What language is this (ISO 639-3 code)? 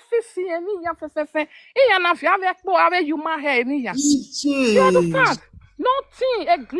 pcm